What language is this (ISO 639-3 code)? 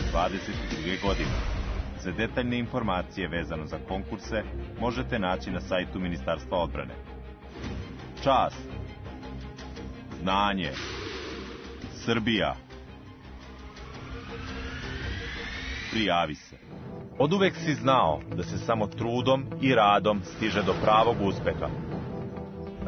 srp